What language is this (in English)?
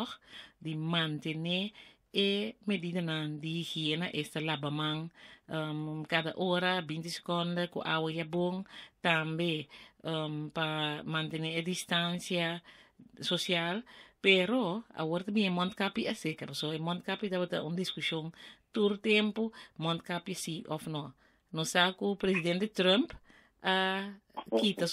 Papiamento